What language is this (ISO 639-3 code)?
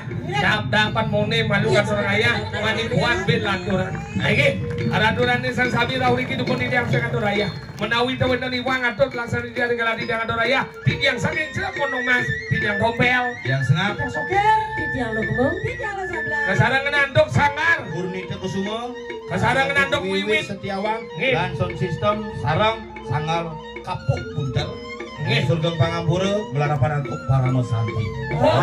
ban